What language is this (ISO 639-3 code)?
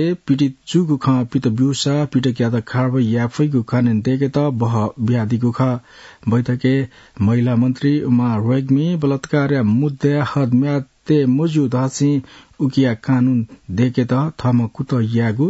new